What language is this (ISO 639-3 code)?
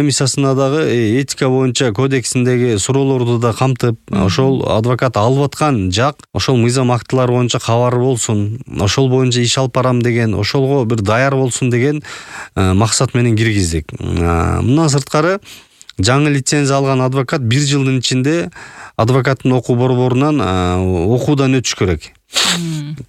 kir